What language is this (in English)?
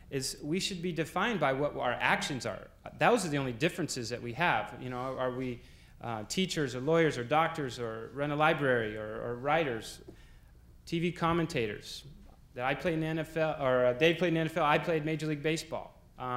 English